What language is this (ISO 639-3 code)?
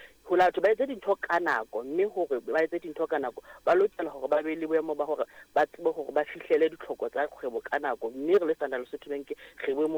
sot